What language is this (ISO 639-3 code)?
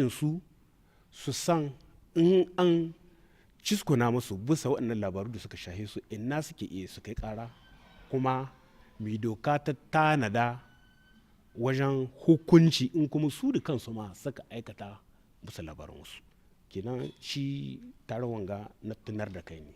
hau